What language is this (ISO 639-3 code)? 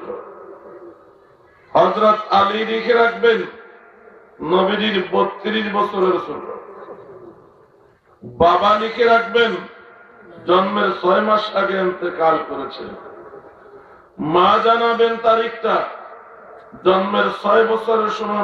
ben